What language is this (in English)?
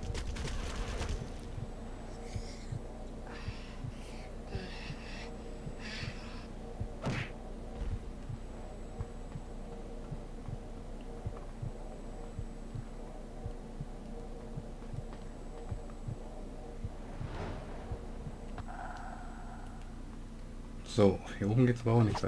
German